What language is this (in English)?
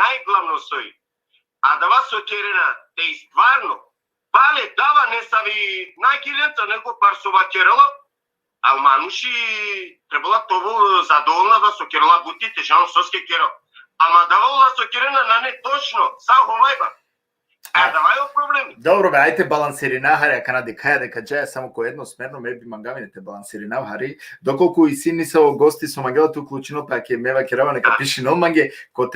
Balkan Romani